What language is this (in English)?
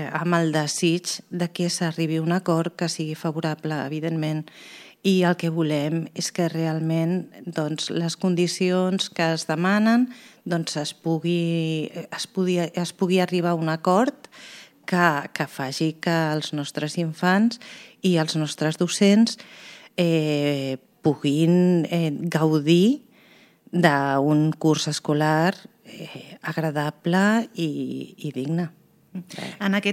Catalan